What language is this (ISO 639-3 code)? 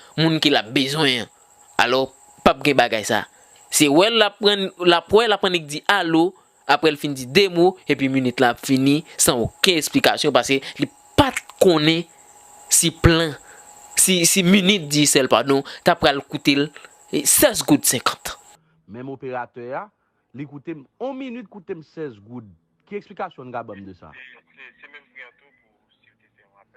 hat